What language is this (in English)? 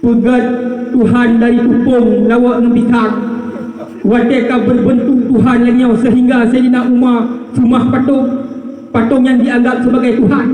Achinese